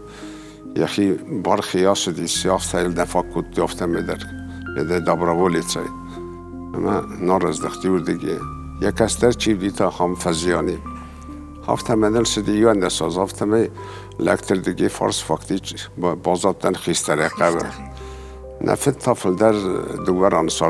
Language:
Ossetic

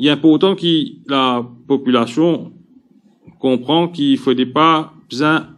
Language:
Morisyen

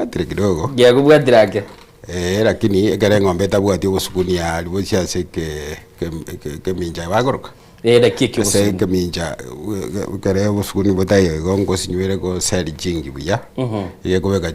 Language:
Gusii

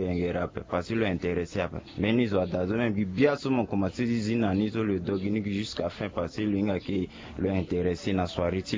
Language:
Sango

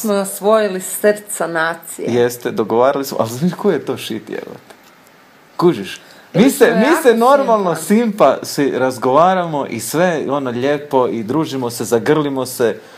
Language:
Croatian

